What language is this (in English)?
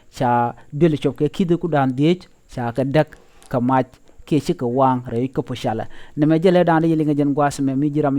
Nuer